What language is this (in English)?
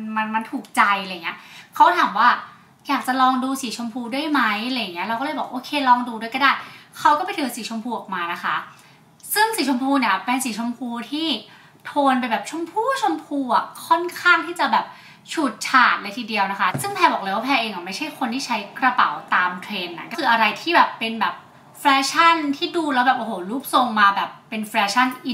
Thai